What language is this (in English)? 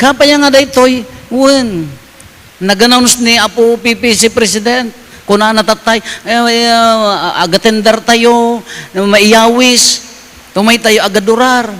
Iloko